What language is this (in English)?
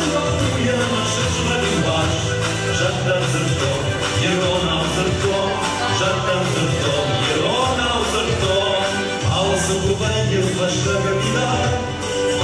Ossetic